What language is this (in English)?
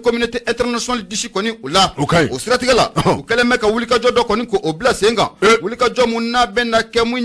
Bambara